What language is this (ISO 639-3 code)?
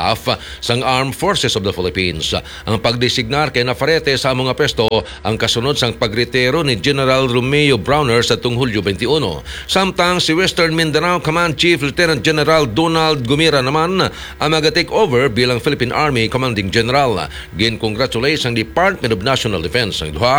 hil